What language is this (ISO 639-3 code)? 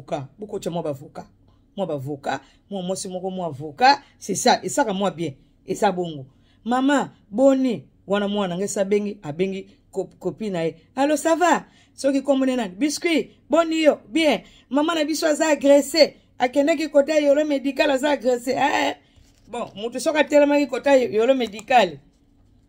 lin